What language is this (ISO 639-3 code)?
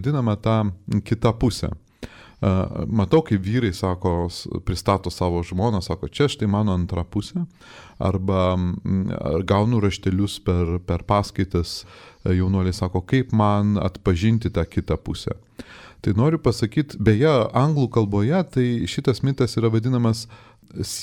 lit